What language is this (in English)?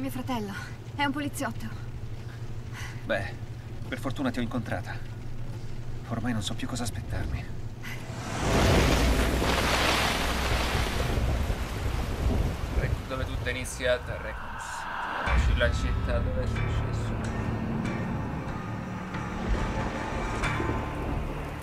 Italian